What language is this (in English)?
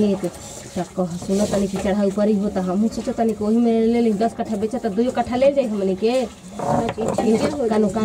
Bhojpuri